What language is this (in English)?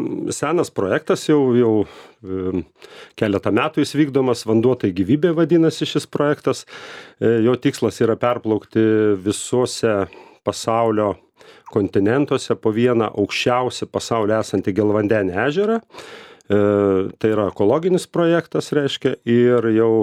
Lithuanian